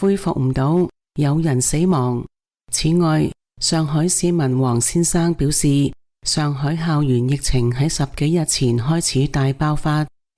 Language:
Cantonese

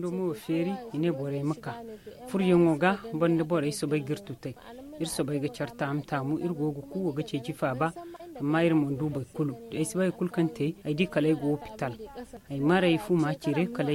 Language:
Zarma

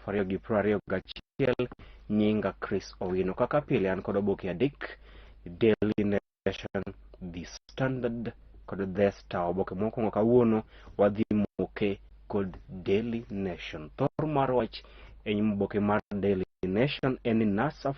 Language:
Luo (Kenya and Tanzania)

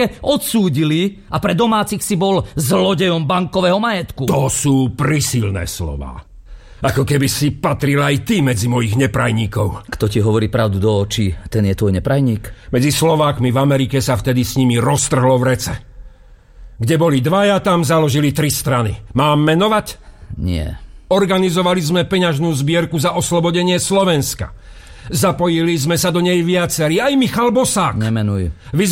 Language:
Slovak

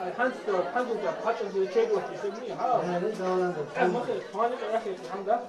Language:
Ingush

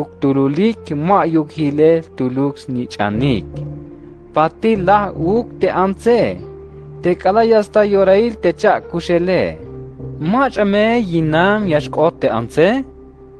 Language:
Tzeltal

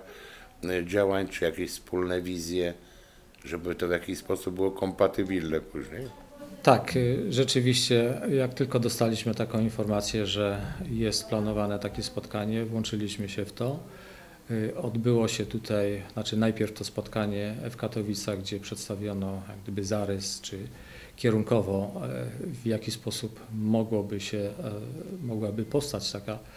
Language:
Polish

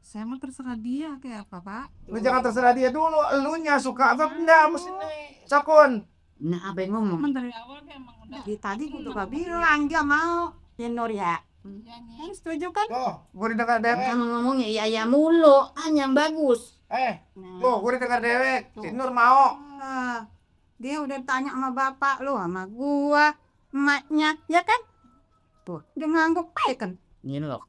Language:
Betawi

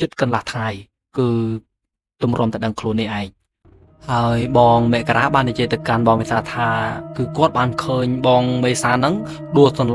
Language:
Khmer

